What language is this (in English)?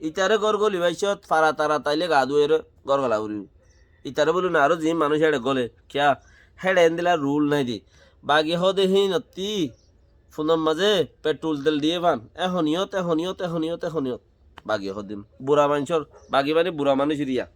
Rohingya